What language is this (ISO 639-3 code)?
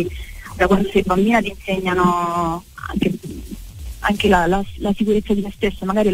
ita